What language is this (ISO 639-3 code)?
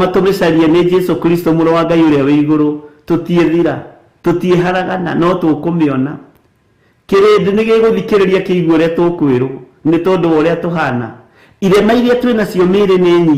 kik